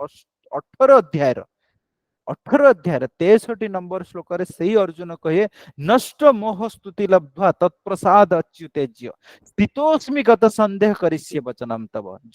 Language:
Odia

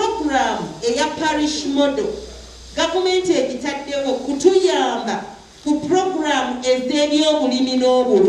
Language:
Ganda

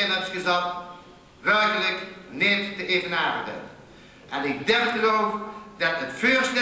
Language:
Limburgish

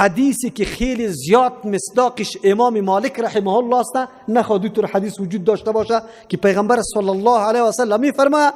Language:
Persian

